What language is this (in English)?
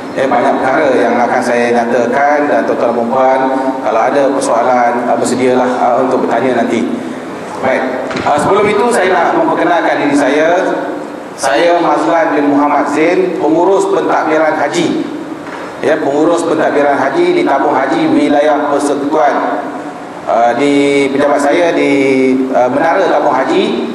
Malay